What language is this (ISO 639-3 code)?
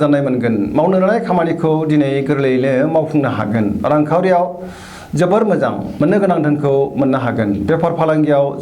brx